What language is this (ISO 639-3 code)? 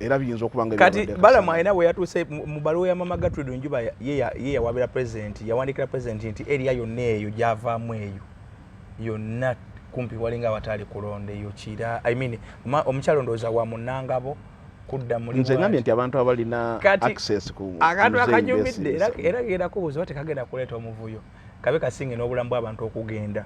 lug